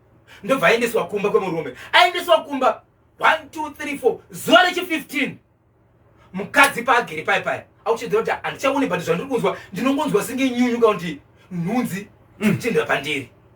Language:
Shona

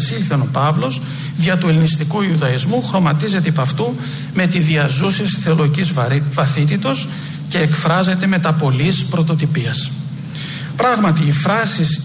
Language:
Greek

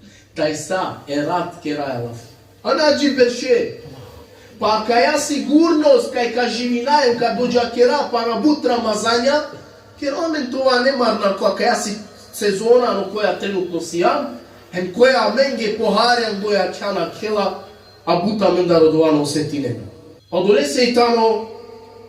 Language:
Balkan Romani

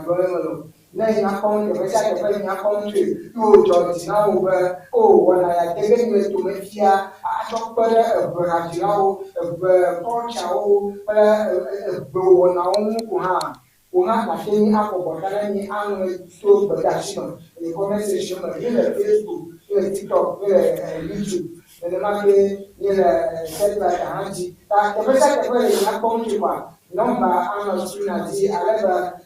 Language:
Ewe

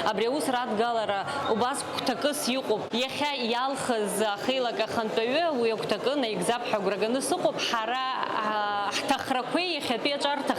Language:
Abkhazian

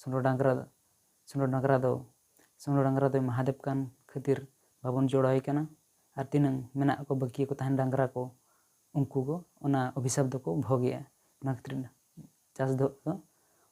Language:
Santali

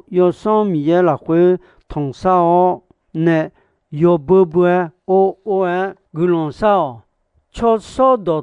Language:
Akha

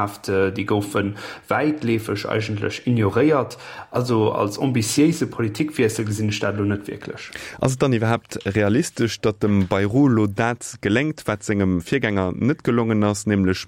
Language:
Luxembourgish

